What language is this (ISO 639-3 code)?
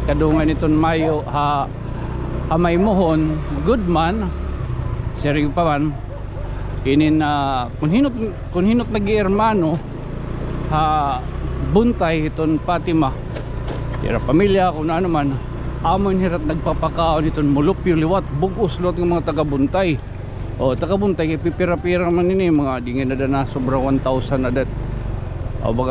war